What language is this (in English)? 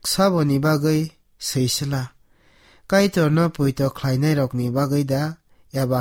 Kok Borok